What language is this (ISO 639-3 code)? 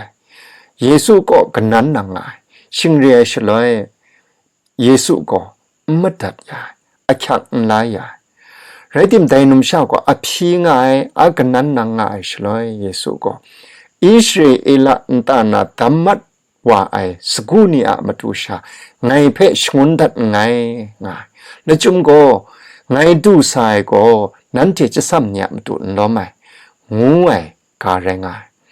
kac